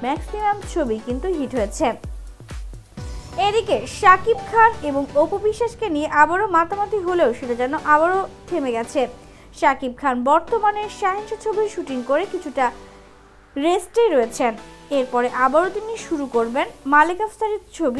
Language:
Bangla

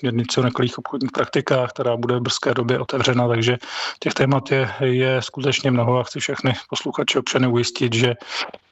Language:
Czech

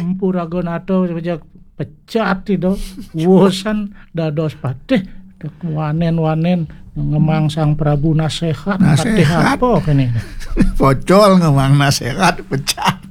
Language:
Balinese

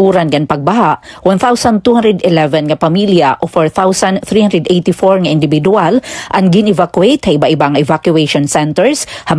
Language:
Waray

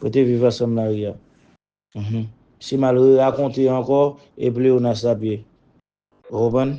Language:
Haitian Creole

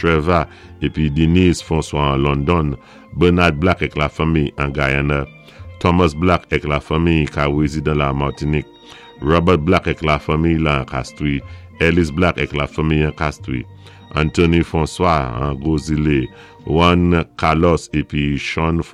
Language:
Saint Lucian Creole French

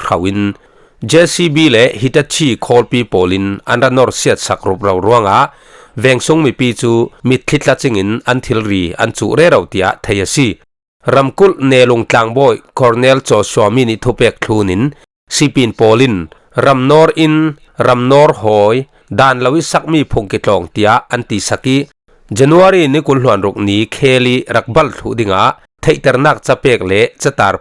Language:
Falam Chin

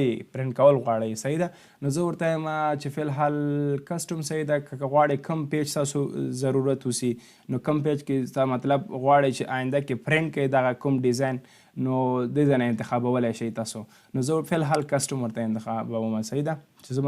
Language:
Pashto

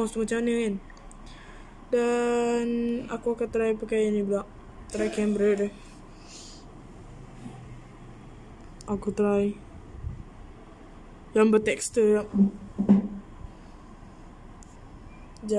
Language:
Malay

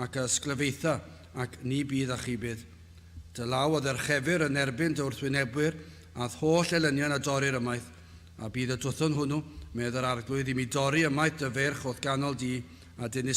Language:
Welsh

